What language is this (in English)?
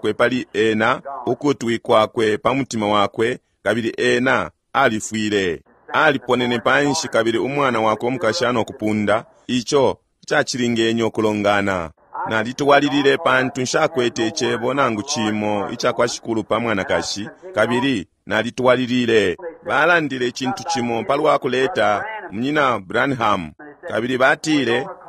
Bemba